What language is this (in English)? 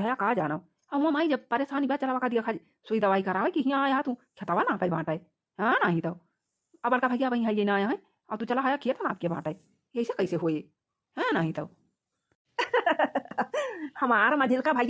Awadhi